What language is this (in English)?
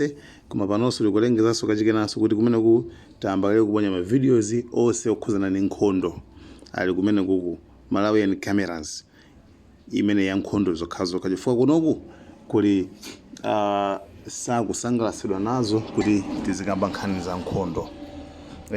Nyanja